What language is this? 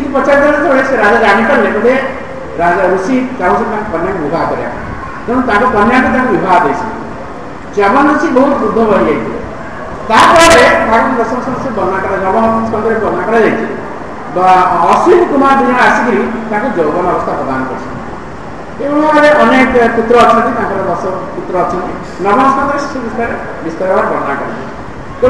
Odia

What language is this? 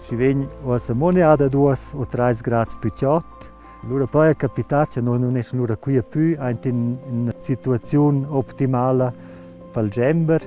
Romansh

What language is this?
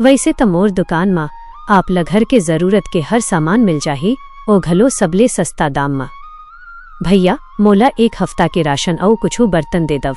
Chhattisgarhi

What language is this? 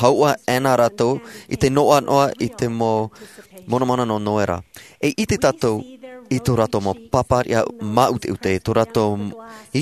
Tahitian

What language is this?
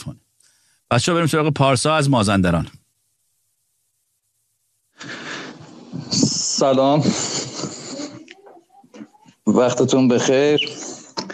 Persian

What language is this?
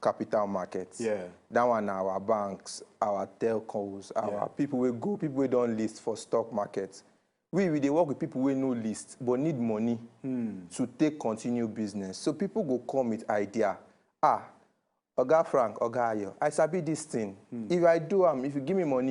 Nigerian Pidgin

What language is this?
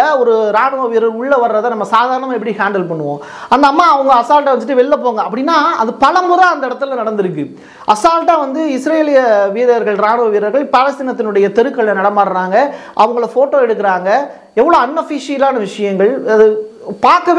Tamil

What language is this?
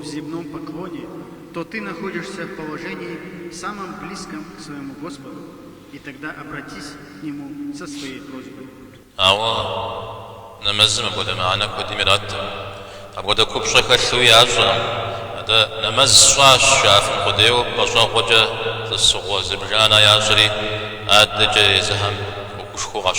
Kabardian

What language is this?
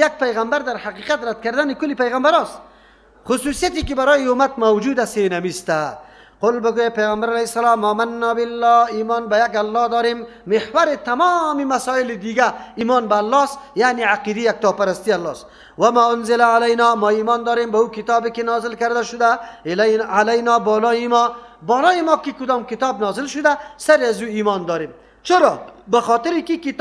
Persian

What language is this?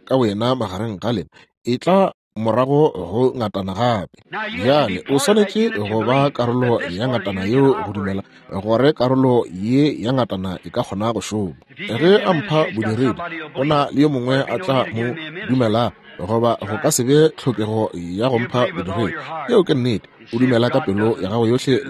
Northern Sotho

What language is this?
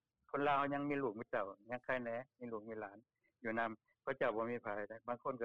Lao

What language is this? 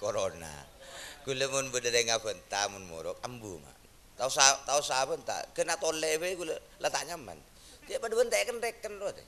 Madurese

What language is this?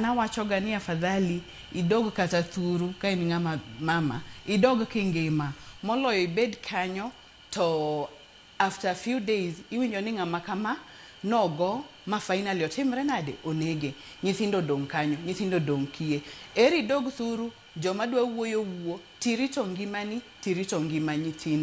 Luo (Kenya and Tanzania)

